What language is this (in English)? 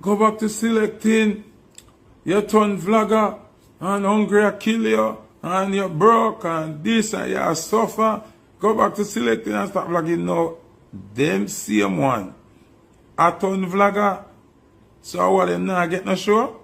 Jamaican Creole English